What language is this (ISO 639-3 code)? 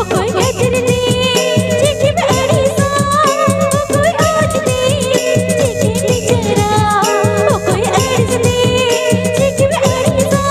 sat